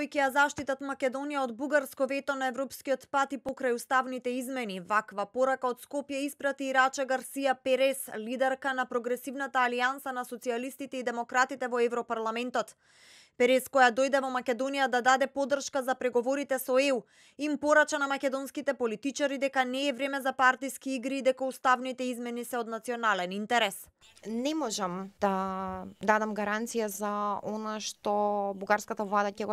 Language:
Macedonian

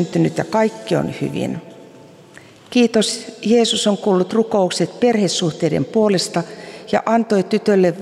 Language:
Finnish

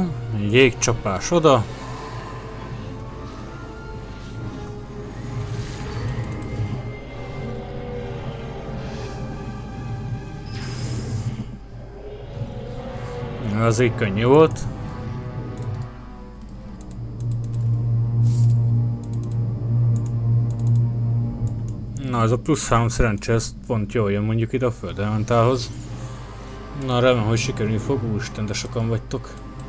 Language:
Hungarian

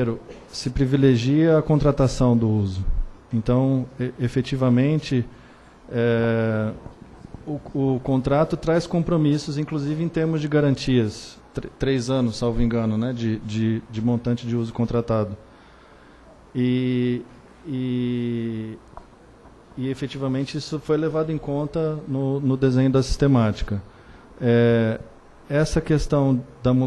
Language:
Portuguese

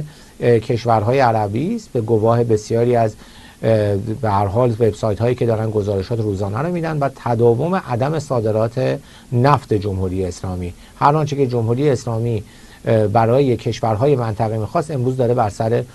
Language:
Persian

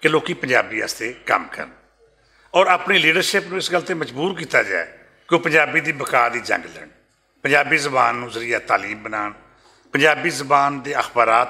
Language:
Western Panjabi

